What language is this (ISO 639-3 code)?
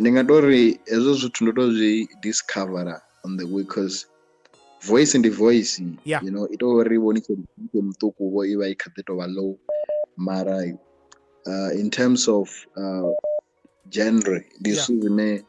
ven